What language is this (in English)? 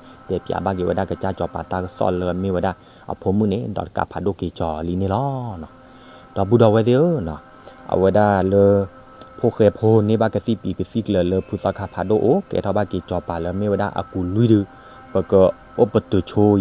S'gaw Karen